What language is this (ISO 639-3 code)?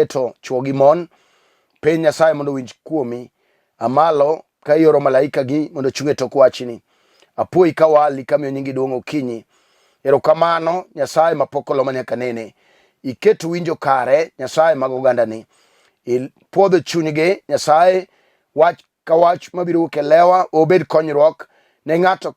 luo